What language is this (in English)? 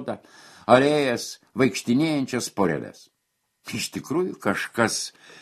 Lithuanian